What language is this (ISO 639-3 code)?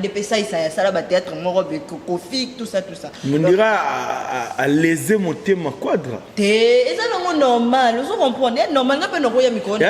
lin